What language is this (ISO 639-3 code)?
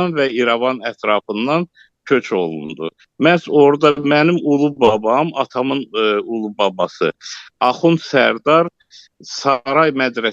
aze